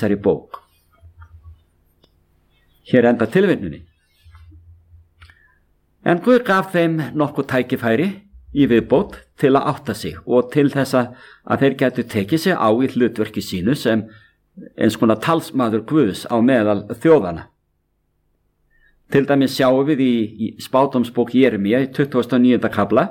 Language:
Icelandic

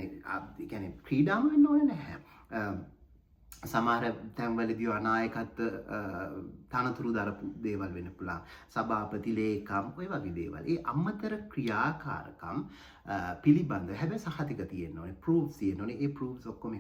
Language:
Sinhala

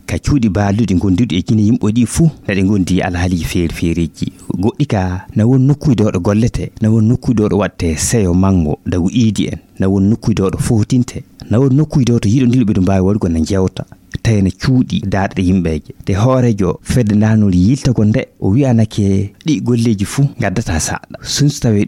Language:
Fula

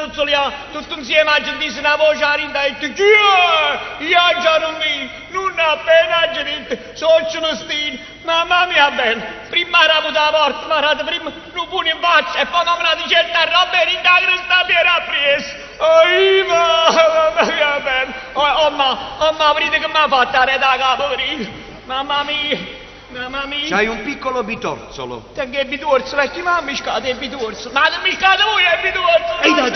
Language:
Neapolitan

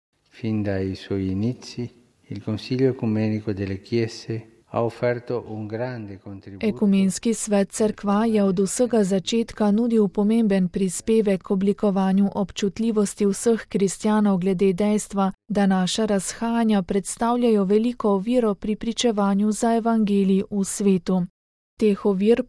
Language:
Slovenian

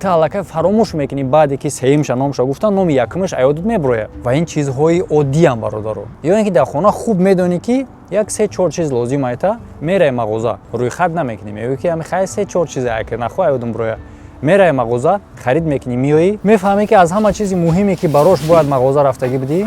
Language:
Tajik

